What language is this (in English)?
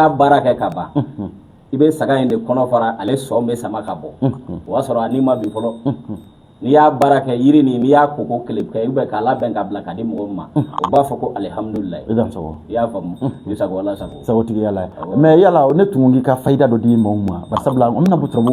Bambara